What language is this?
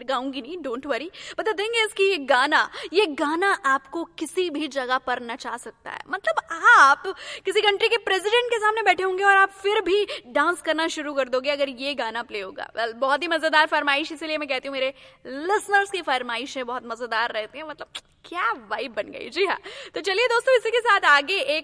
Hindi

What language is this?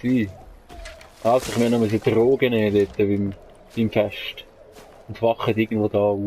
Swiss German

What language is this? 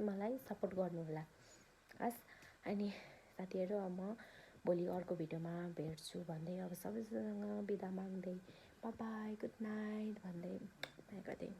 Nepali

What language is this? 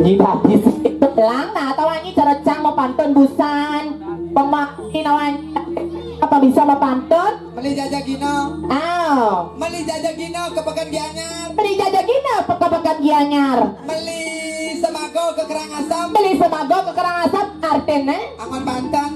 Balinese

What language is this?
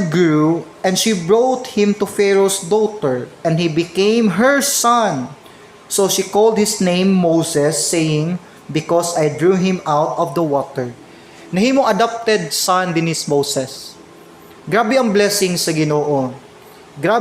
Cebuano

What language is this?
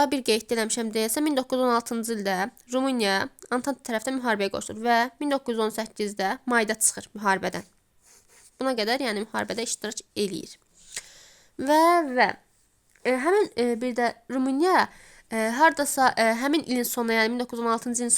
Azerbaijani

